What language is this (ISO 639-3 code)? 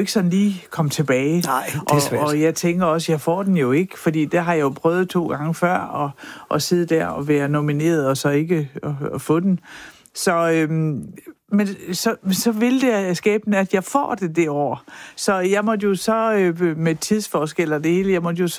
dan